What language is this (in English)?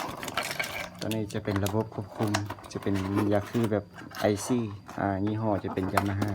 Lao